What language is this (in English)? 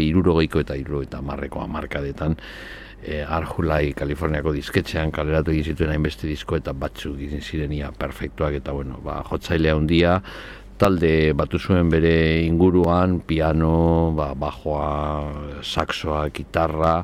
Basque